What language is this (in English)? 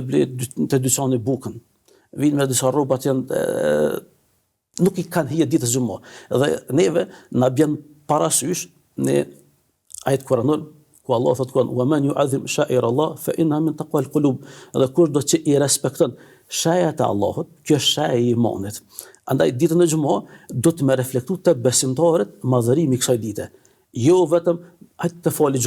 Albanian